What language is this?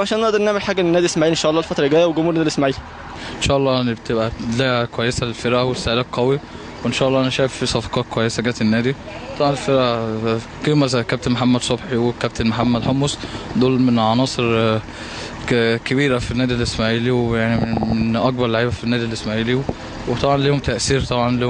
Egyptian Arabic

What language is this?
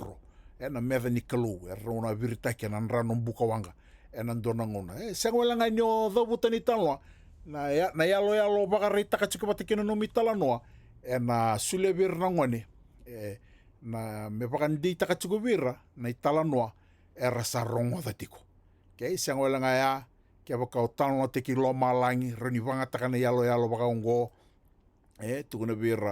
Fijian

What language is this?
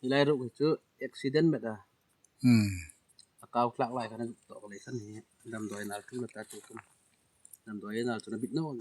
Hmar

